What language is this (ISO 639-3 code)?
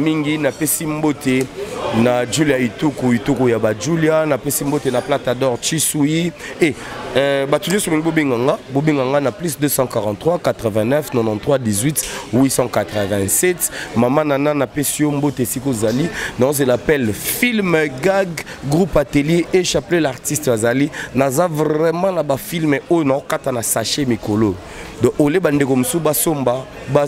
lin